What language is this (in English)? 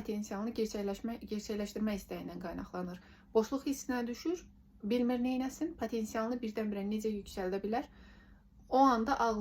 Azerbaijani